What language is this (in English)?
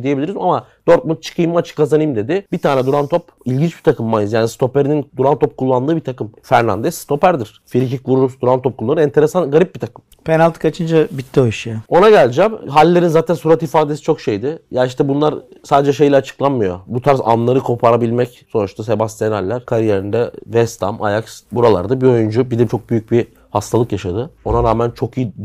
Turkish